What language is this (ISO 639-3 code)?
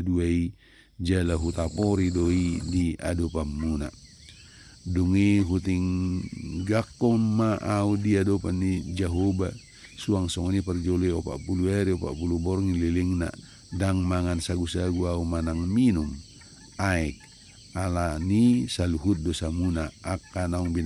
bbc